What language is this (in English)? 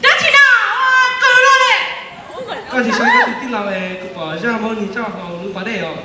Hmong